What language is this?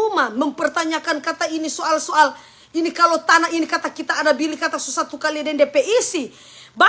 Manado Malay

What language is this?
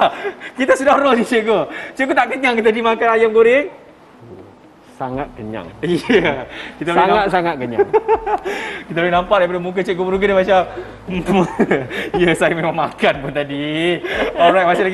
Malay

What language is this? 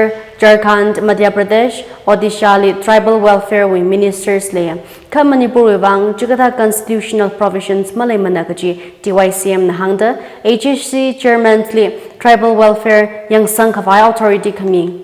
Tangkhul Naga (India)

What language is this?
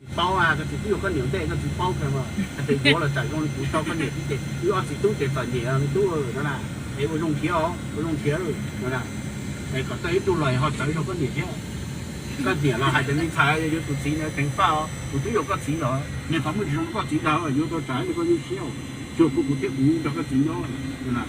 Hmong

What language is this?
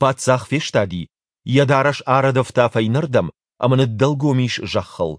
Ossetic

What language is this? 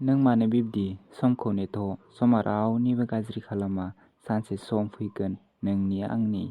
Bodo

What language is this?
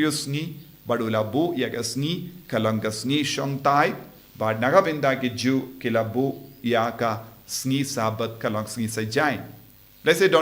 Khasi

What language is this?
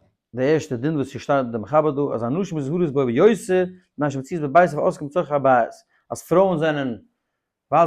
Yiddish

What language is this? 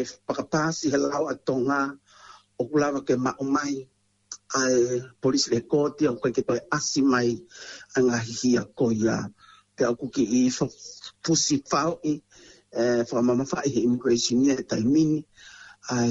Tongan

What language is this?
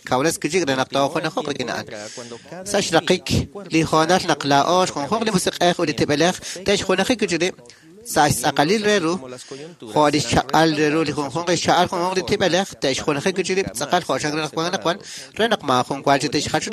Kekchí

